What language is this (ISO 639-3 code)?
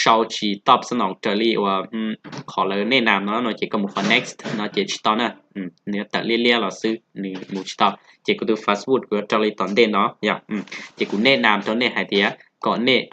hmn